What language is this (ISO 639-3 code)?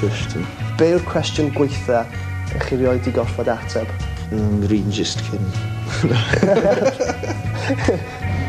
cym